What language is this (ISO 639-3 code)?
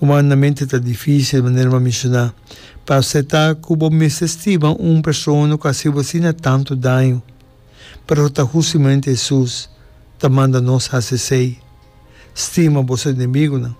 pap